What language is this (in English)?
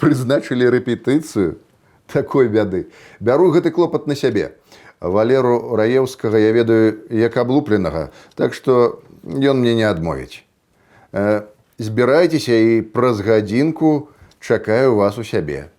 Belarusian